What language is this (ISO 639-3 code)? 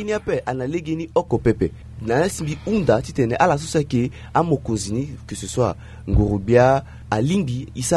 sag